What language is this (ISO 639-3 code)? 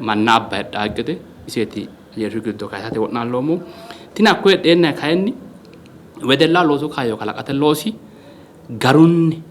sid